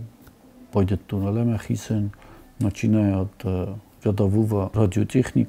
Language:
Ossetic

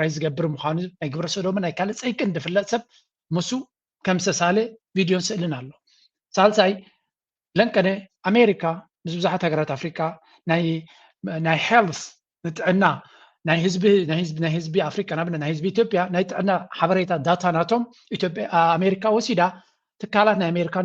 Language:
Tigrinya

